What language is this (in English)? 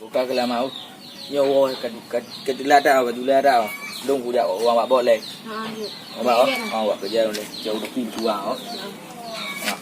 Achinese